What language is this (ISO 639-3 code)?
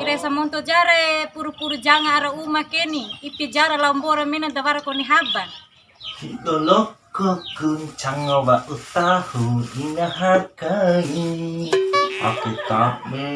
bhp